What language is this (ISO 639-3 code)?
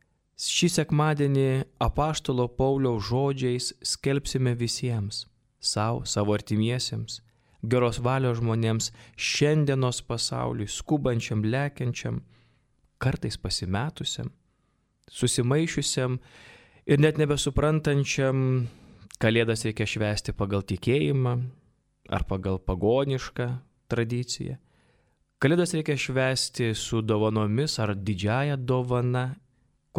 lit